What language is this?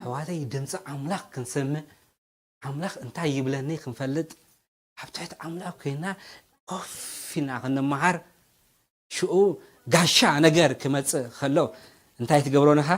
Tigrinya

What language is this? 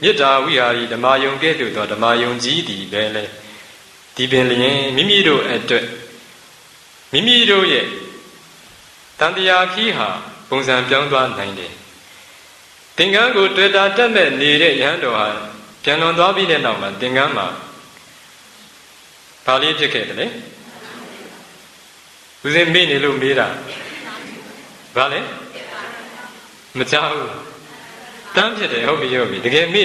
Burmese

